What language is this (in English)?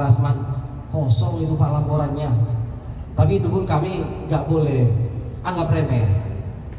Indonesian